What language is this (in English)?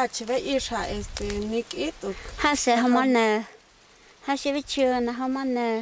Totontepec Mixe